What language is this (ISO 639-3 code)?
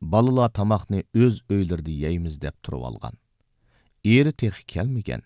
uig